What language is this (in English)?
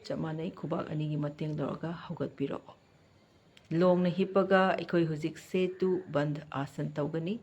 Manipuri